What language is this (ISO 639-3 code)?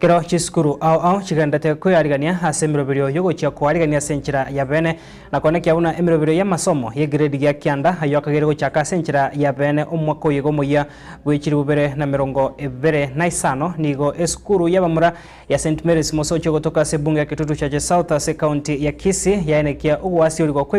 guz